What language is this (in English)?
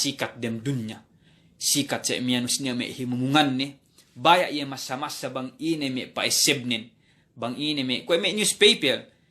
Yakan